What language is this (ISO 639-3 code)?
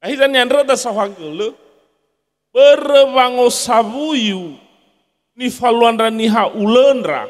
nia